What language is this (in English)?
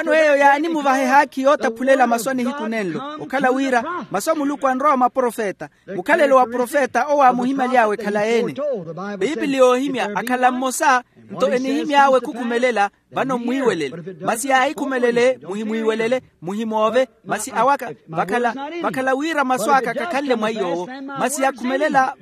Makhuwa